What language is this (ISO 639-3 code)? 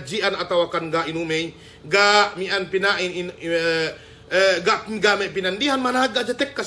yka